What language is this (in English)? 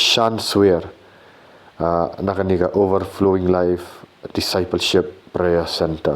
Khasi